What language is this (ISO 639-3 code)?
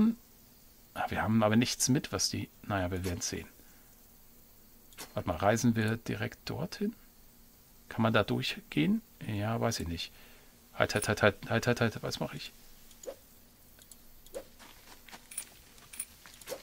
deu